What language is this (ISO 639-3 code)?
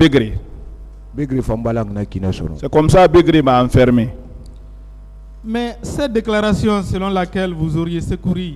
fra